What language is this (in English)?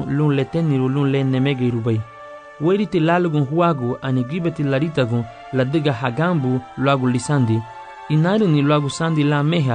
Garifuna